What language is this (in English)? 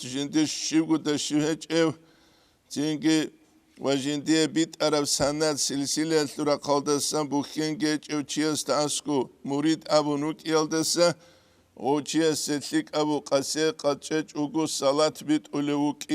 Avaric